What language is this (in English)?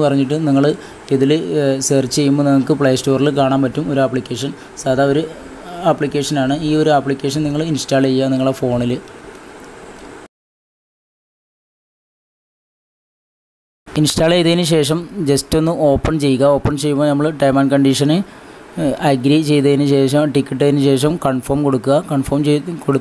Malayalam